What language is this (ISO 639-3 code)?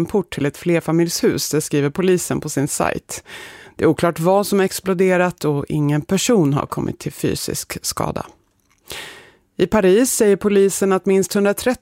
swe